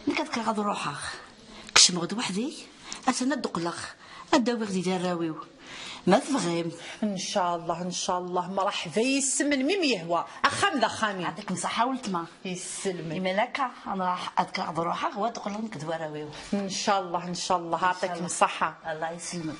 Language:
Kabyle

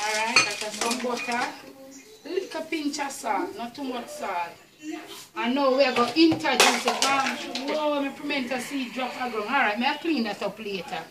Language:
Jamaican Creole English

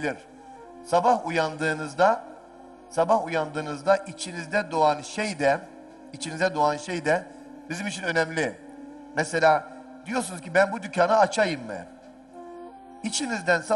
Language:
Turkish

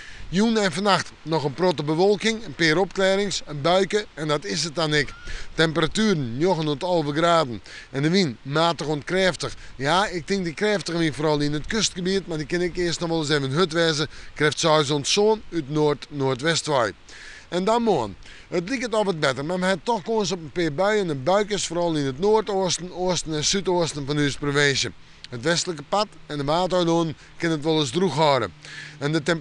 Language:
Western Frisian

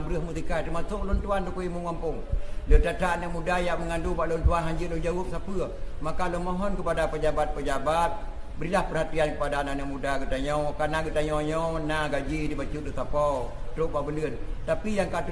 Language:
Achinese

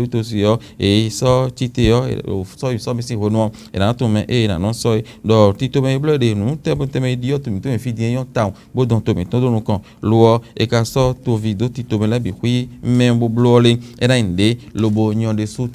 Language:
Fon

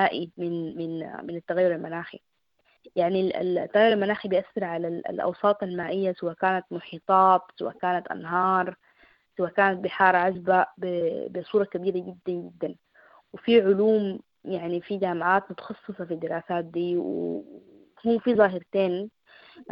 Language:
Sudanese Arabic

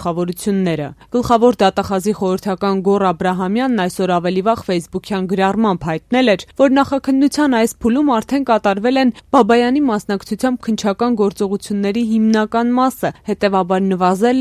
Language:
Armenian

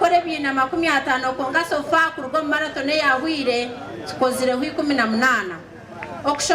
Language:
Nyankole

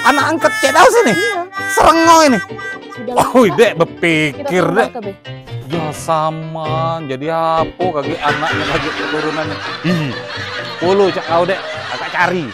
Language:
Musi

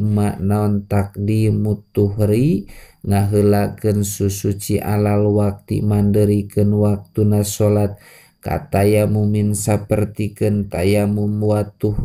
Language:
Sundanese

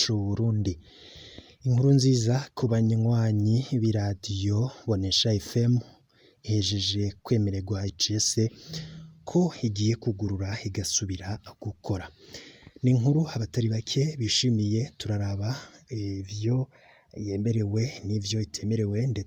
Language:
Rundi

